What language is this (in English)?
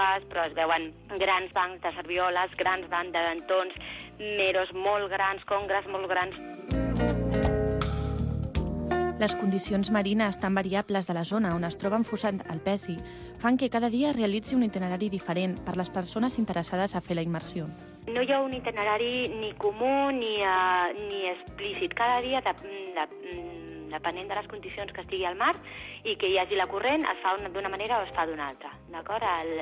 Catalan